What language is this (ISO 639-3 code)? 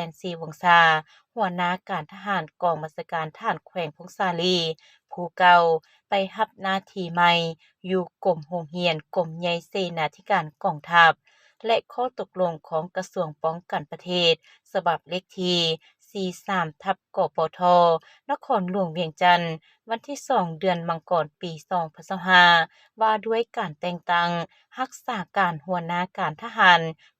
lao